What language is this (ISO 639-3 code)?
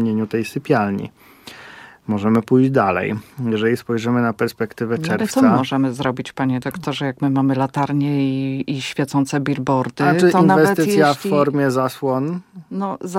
pol